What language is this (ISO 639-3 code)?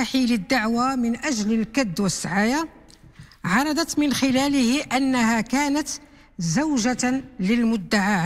ara